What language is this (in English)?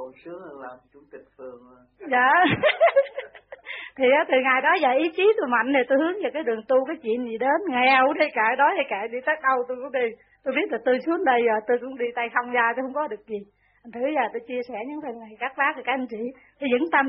Vietnamese